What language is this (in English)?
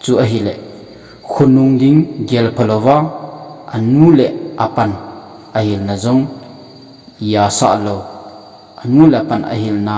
Thado Chin